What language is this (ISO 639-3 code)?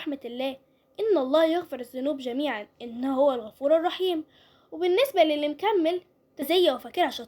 arz